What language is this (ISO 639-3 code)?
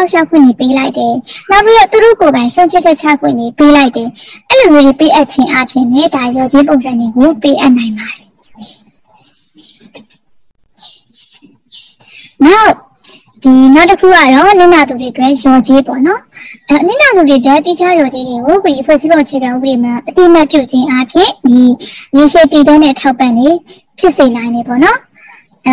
mya